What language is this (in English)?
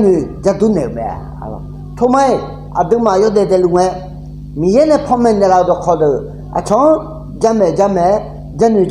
Akha